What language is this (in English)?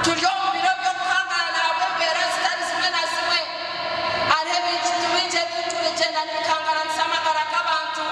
Nyankole